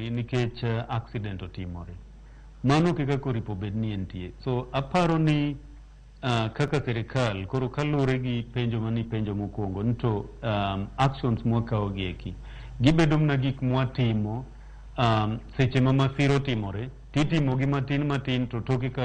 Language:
Luo (Kenya and Tanzania)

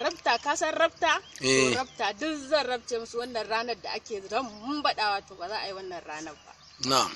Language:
Hausa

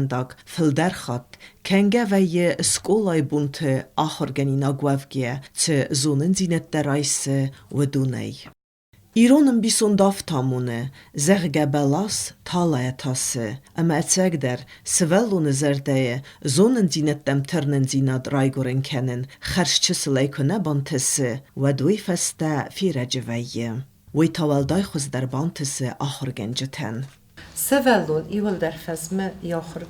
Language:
Ossetic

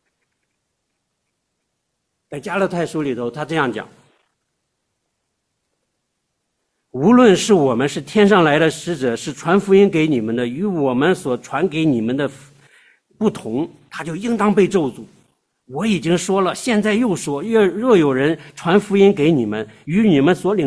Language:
Chinese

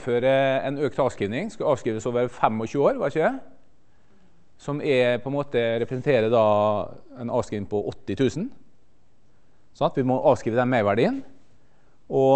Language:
Norwegian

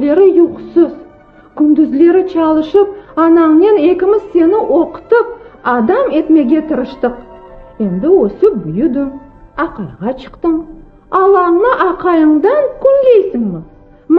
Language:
Crimean Tatar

